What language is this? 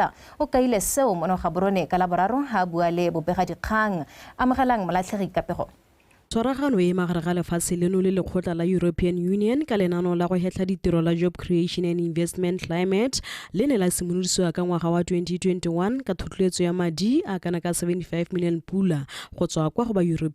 Tswana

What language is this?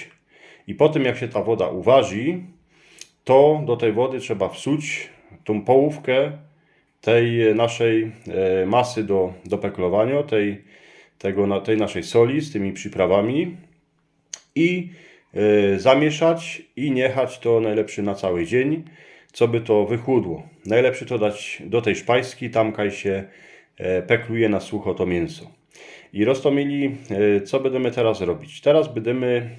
Silesian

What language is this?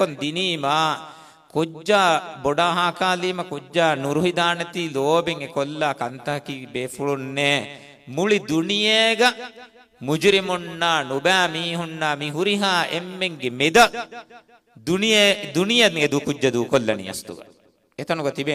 Divehi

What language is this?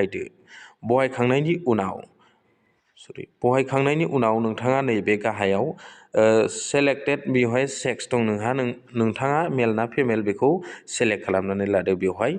Bodo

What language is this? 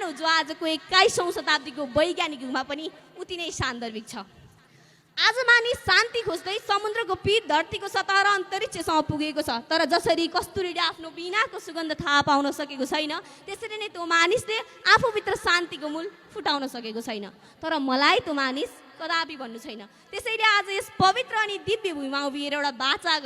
Nepali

